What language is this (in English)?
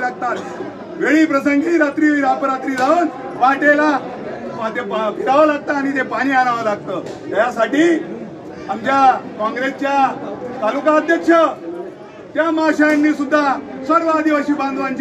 Marathi